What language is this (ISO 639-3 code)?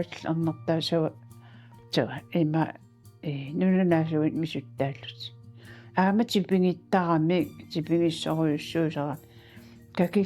kal